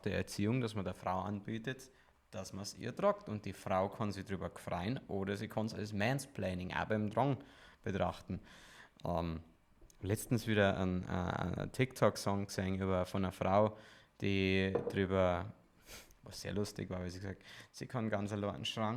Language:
Bavarian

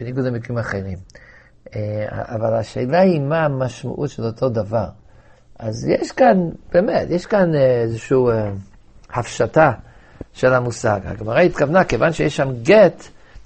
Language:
Hebrew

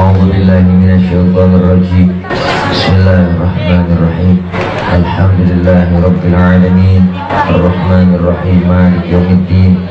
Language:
Betawi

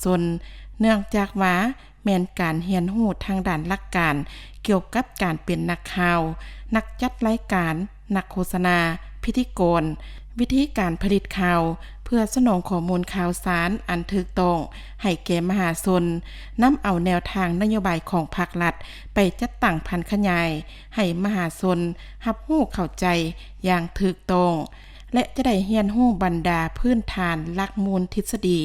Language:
Lao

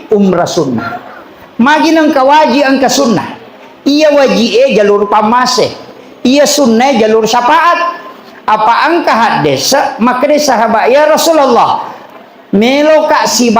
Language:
Buginese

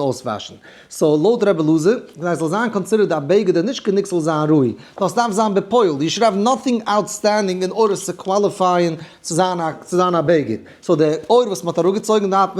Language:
Yiddish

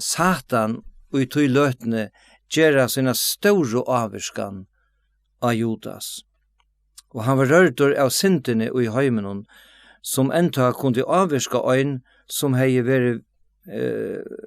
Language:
Faroese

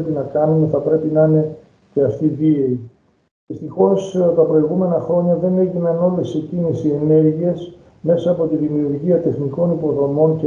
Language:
Greek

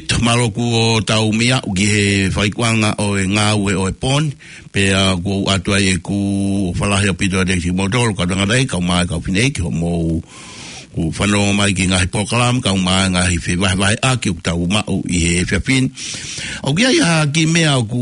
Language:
Tongan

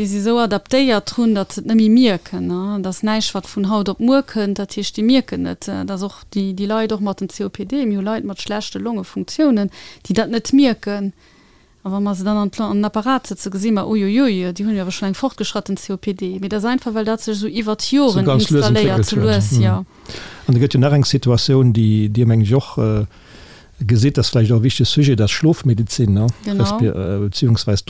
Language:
Luxembourgish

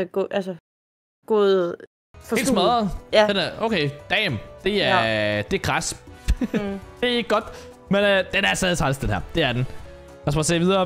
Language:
Danish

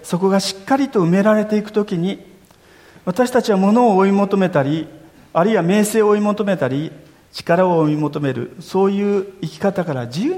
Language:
Japanese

